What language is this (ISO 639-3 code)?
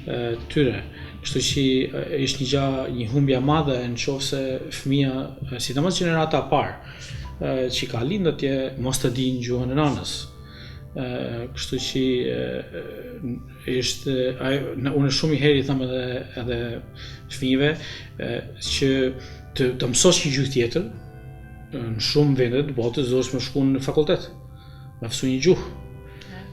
sqi